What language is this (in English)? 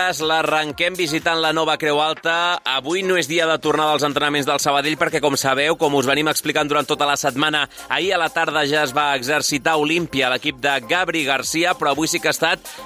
Catalan